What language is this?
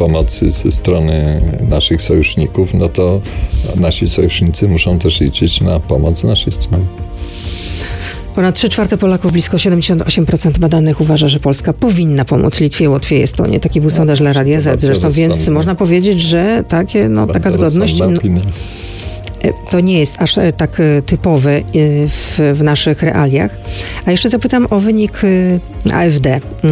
Polish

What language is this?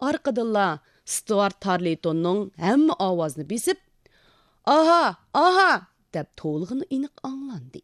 Uyghur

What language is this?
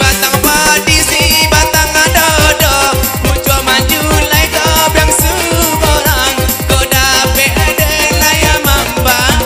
Minangkabau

